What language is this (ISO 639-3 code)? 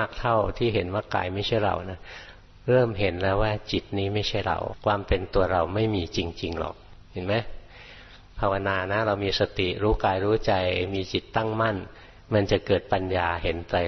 tha